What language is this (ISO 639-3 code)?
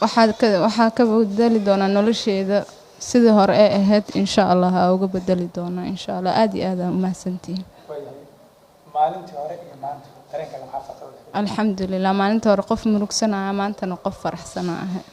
som